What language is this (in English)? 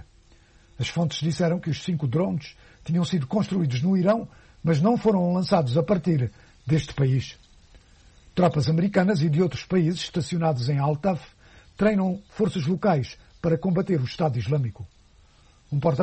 Portuguese